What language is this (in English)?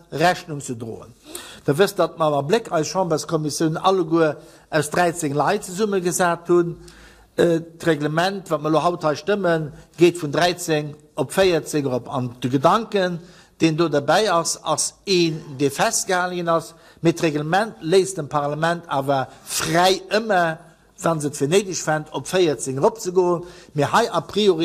Luxembourgish